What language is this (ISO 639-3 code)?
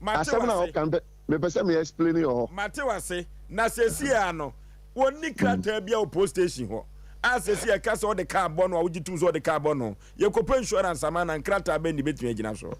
aka